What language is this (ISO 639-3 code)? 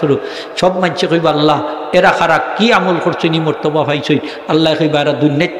syl